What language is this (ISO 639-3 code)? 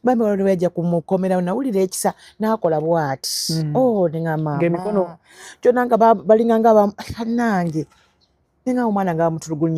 lug